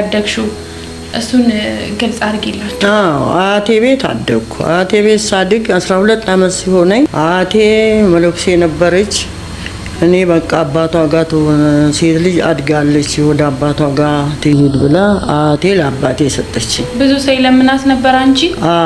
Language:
Amharic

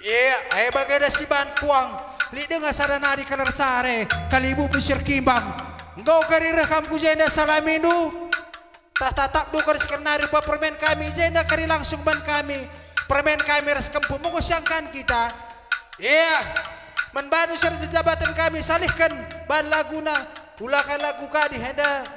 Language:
Batak Karo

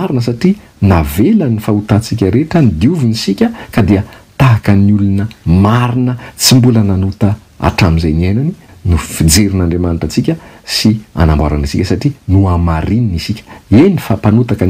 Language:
Malagasy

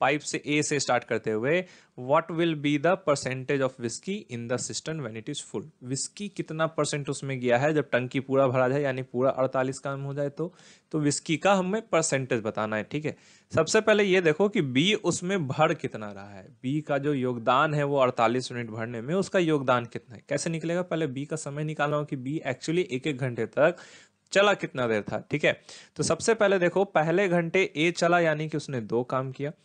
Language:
Hindi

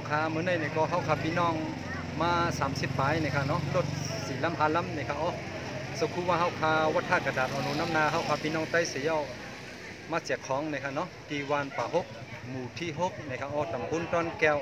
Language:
Shan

